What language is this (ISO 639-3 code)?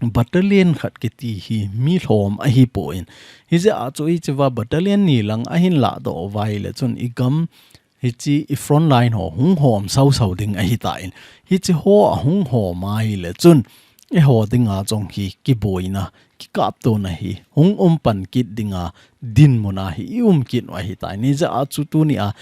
tcz